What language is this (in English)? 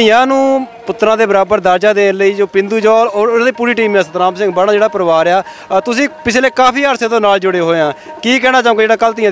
Punjabi